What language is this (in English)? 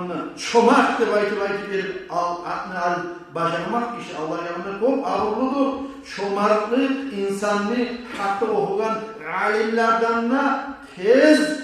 Kumyk